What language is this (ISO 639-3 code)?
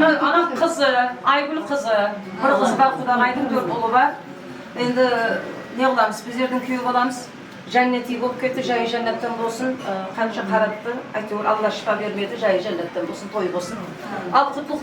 kaa